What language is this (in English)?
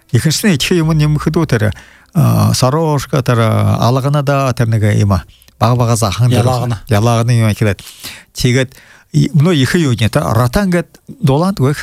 Buriat